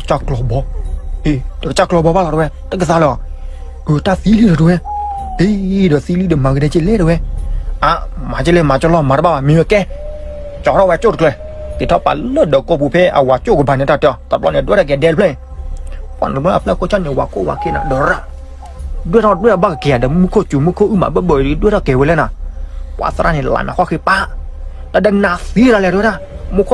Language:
S'gaw Karen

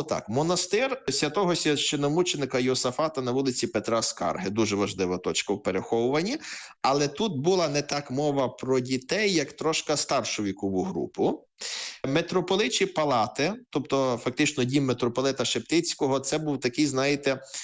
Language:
Ukrainian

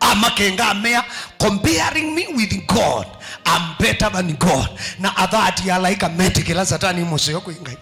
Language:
Kamba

